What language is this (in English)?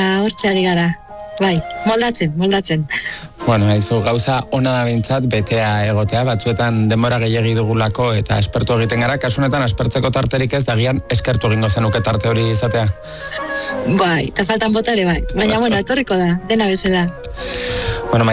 Basque